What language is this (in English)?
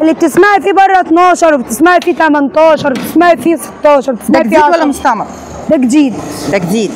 Egyptian Arabic